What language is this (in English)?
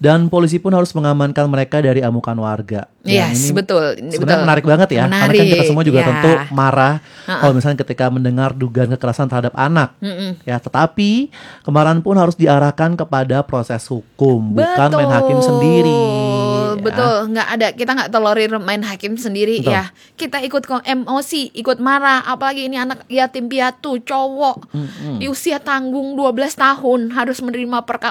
Indonesian